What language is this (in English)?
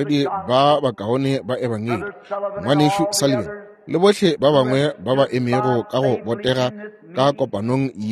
Northern Sotho